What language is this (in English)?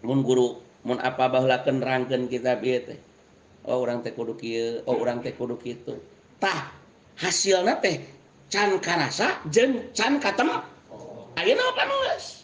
Sundanese